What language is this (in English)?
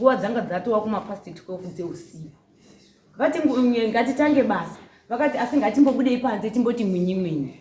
Shona